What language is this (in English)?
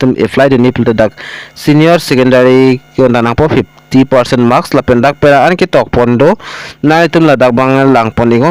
Karbi